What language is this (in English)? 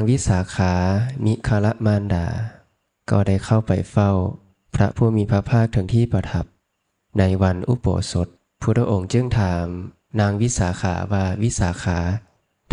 Lao